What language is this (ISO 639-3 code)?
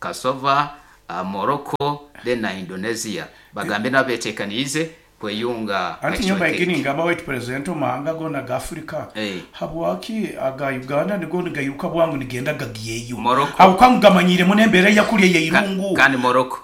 nyn